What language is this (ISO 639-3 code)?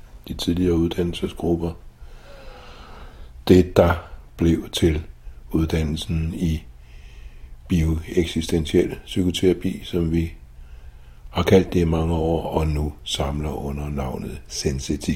dan